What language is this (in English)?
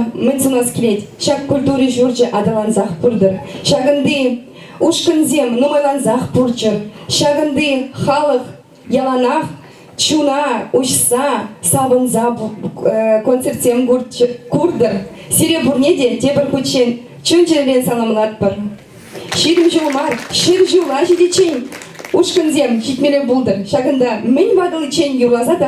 Chuvash